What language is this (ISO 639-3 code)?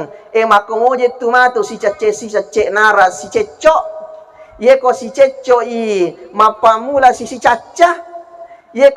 bug